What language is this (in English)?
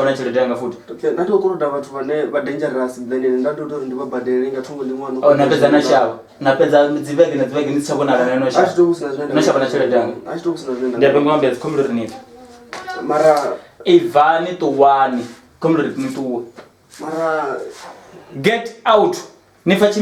Venda